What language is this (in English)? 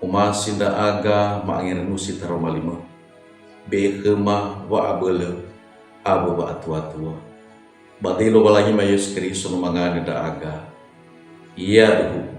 Nias